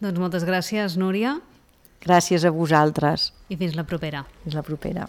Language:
Catalan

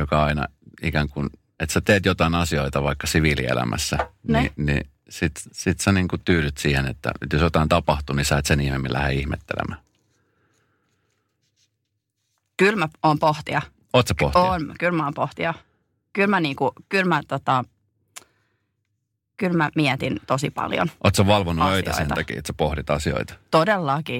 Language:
Finnish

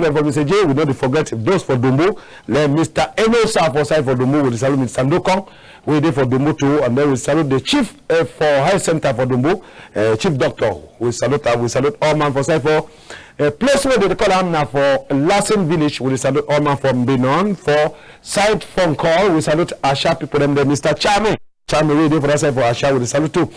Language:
Cameroon Pidgin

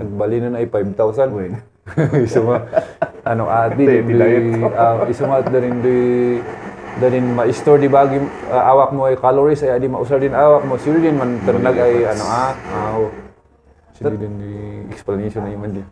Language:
Kankanaey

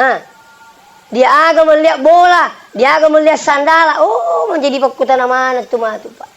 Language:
Buginese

